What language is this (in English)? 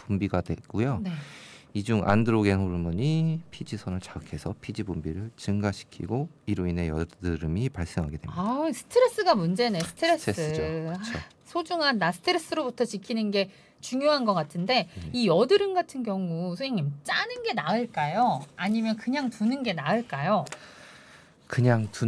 Korean